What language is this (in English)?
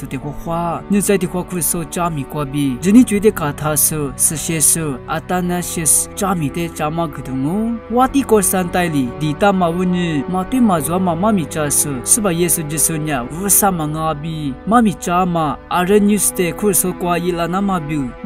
Lisu